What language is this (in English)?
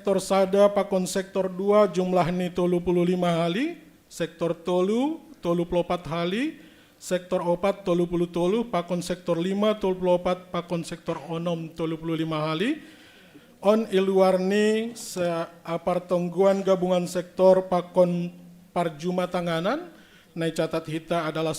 Batak Simalungun